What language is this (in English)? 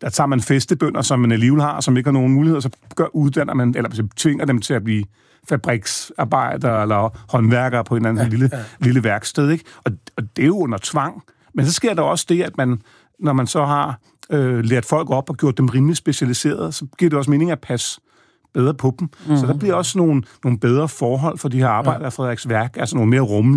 Danish